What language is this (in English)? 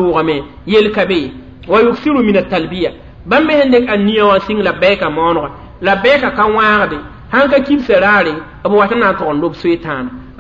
Mossi